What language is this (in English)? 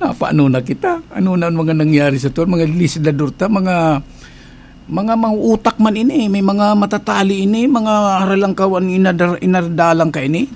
Bikol